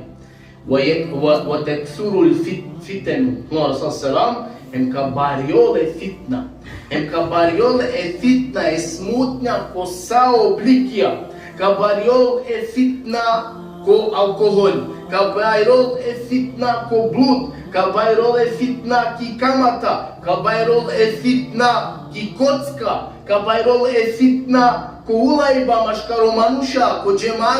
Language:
Balkan Romani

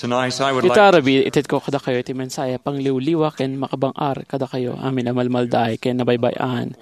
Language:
Iloko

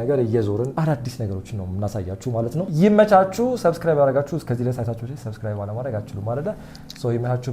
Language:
Amharic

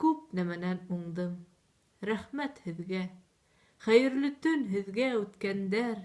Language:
Bashkir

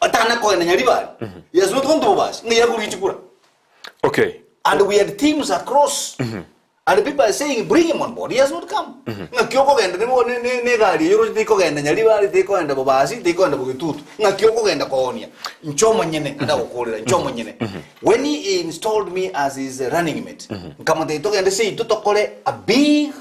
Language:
Gusii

